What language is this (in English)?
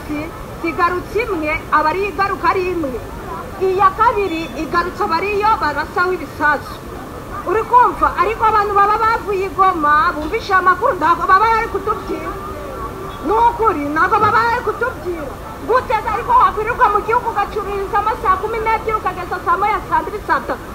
Kinyarwanda